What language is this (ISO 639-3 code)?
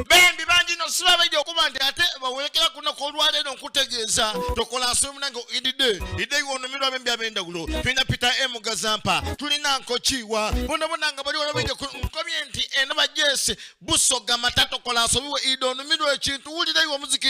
xog